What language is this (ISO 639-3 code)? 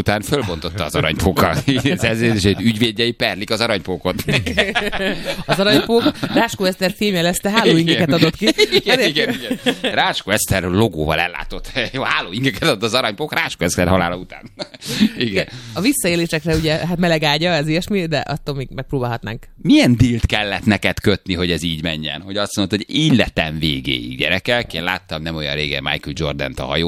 hun